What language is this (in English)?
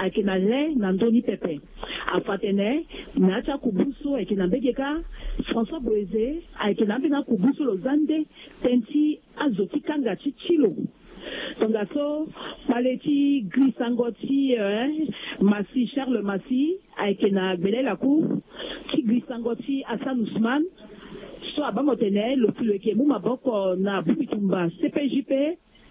Sango